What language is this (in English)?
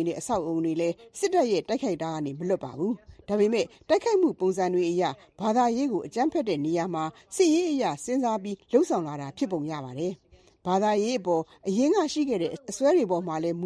Burmese